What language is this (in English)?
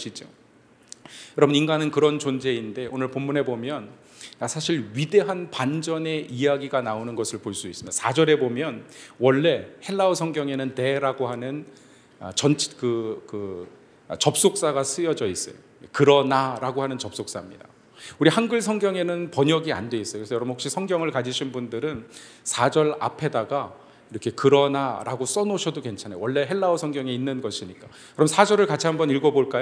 Korean